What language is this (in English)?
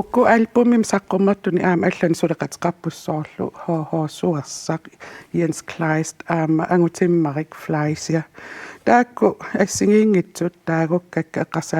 Kalaallisut